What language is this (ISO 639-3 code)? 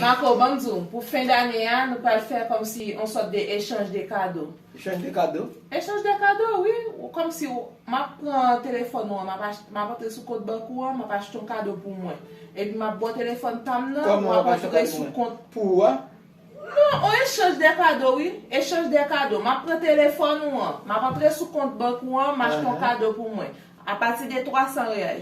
hat